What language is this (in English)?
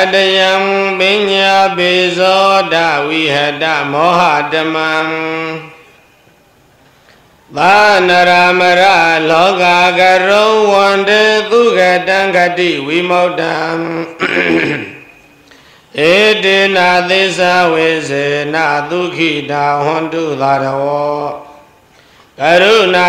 Burmese